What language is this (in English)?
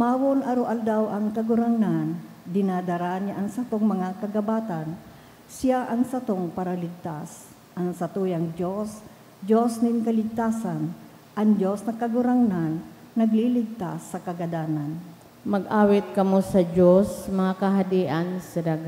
Bikol